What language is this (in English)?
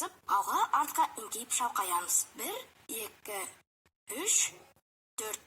Kazakh